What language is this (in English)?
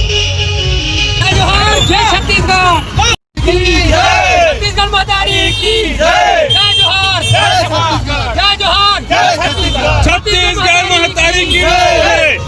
Chhattisgarhi